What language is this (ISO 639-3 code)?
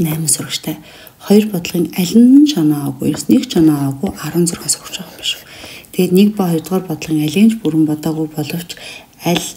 mon